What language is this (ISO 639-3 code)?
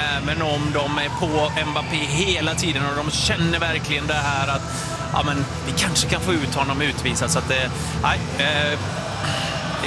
swe